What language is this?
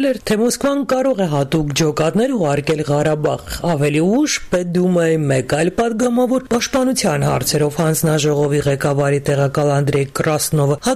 Armenian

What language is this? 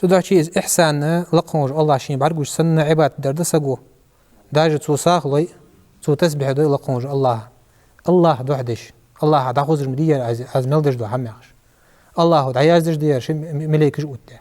Ingush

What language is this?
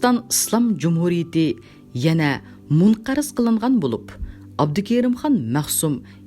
Uyghur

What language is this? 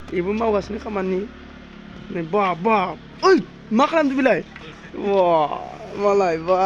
Bodo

